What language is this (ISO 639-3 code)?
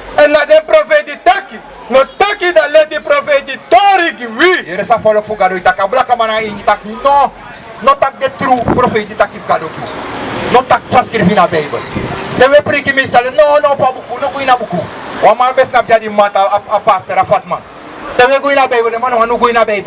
srn